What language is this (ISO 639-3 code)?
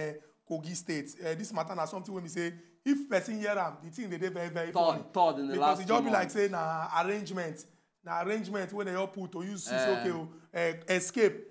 pcm